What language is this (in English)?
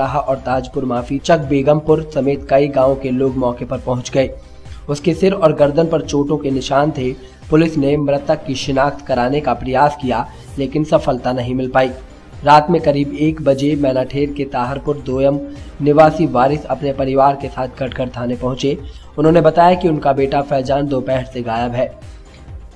Hindi